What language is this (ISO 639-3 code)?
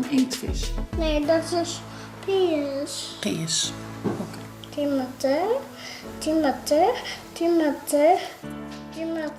fry